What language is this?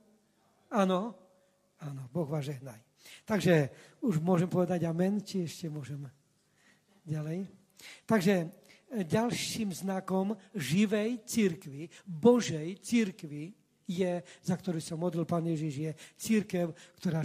Slovak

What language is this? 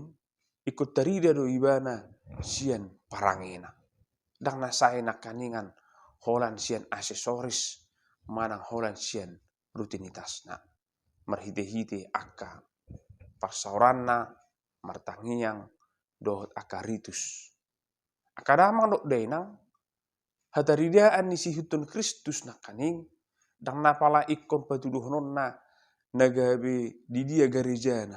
Batak Toba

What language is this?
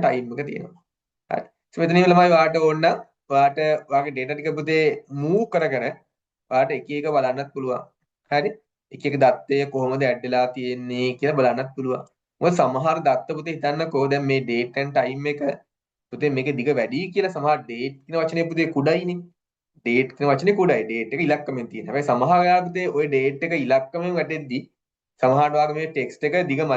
Sinhala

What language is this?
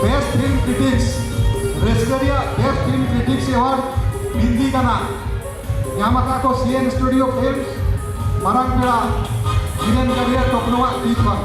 Santali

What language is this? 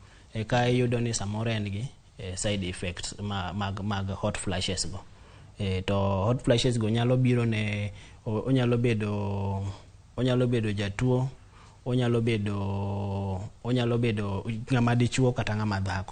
Luo (Kenya and Tanzania)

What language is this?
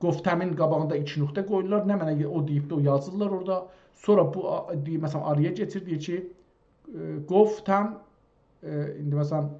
South Azerbaijani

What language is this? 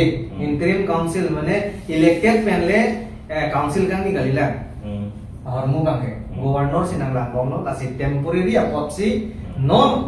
Karbi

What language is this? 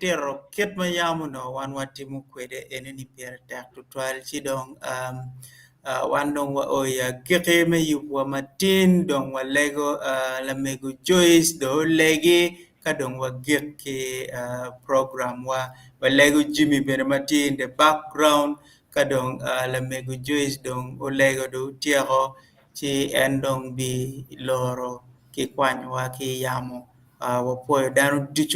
Acoli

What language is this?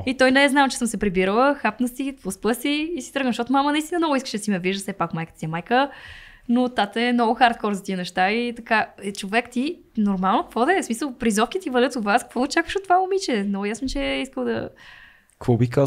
Bulgarian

